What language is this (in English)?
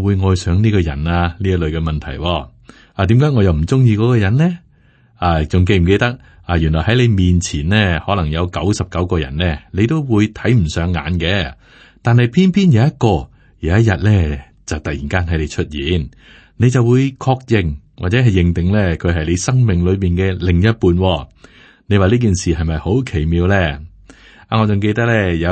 Cantonese